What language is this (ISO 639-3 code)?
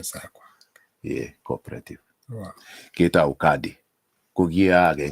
kln